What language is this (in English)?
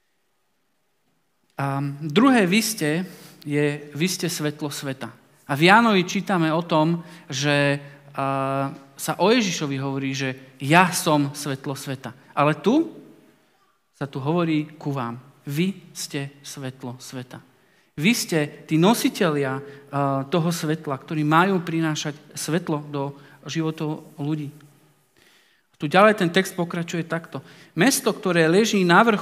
Slovak